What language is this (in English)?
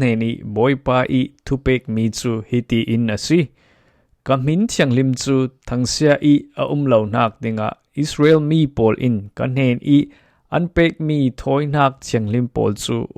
Falam Chin